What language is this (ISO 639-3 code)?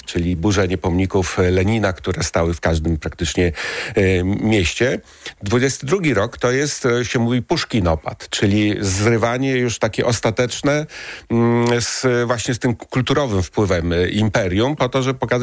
pol